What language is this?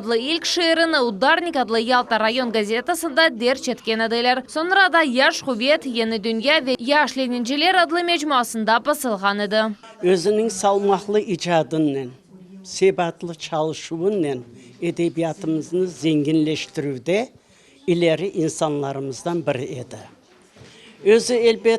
Crimean Tatar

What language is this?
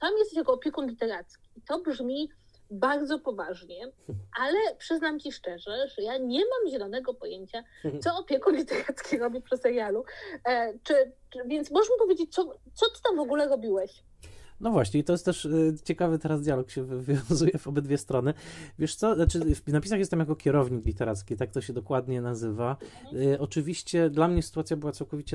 Polish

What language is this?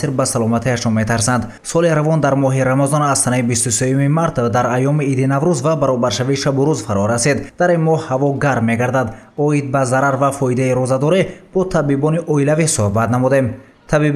Tajik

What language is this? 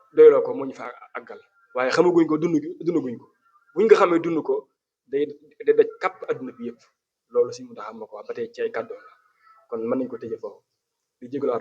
Wolof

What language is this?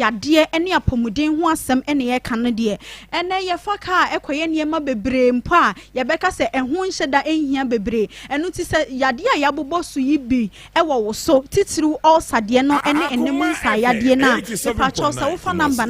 Akan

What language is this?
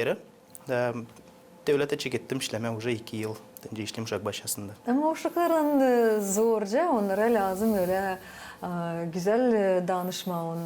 Gagauz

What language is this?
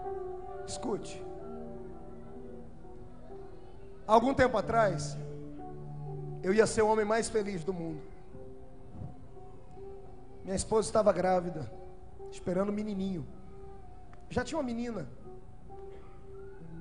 Portuguese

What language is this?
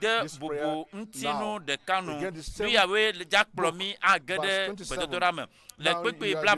Ewe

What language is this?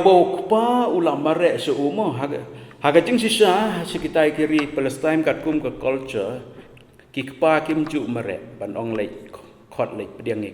Khasi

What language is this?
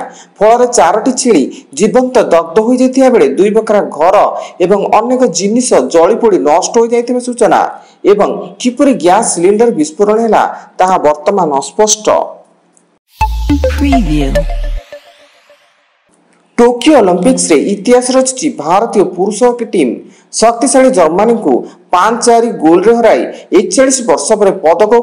Odia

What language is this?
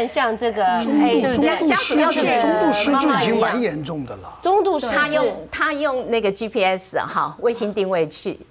Chinese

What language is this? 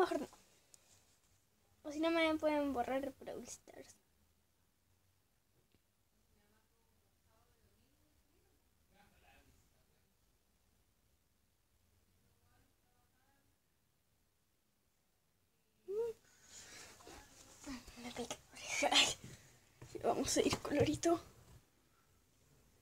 Spanish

